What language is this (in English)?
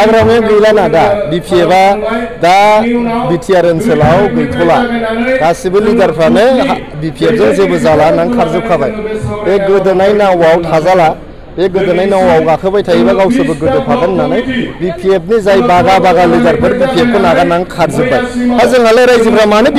Bodo